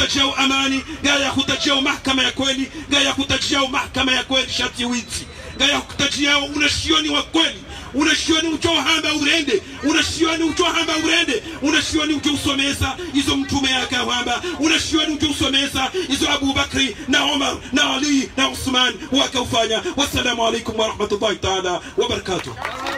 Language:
Swahili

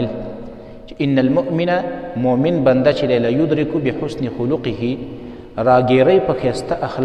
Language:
Pashto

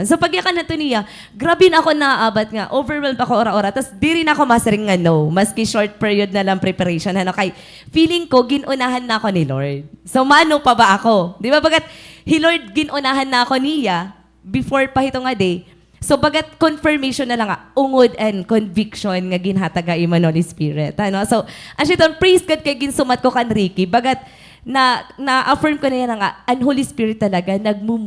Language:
Waray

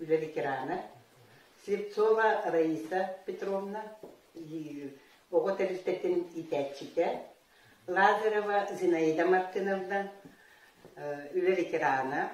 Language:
Yakut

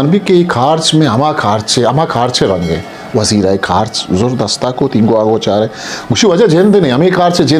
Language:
Eastern Balochi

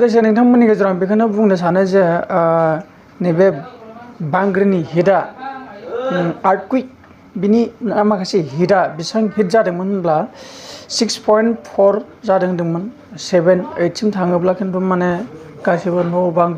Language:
Bodo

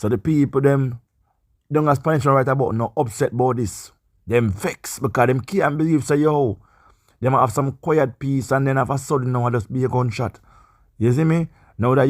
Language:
Jamaican Creole English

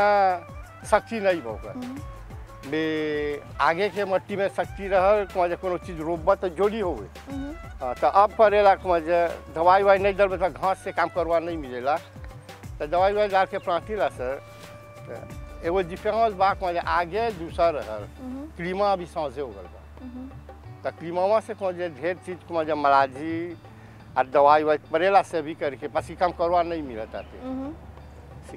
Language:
Bhojpuri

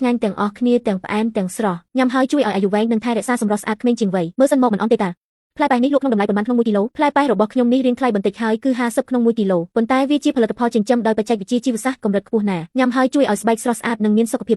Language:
Khmer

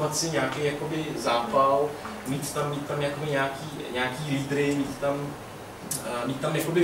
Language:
Czech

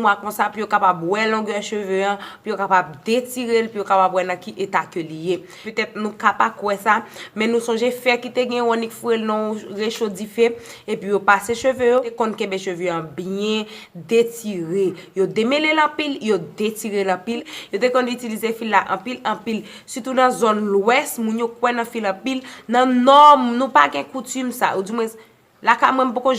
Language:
Haitian Creole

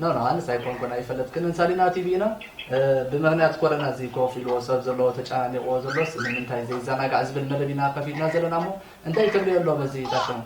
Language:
Tigrinya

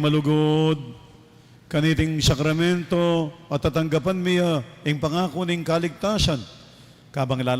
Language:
Pampanga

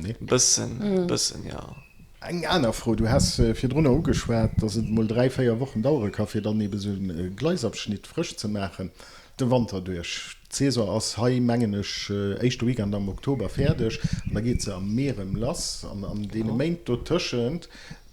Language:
Luxembourgish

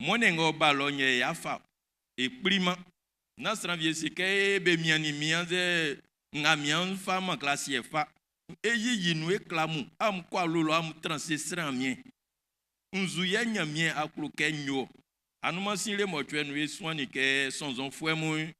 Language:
Baoulé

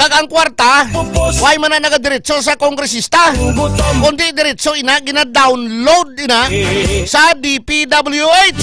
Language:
Hiligaynon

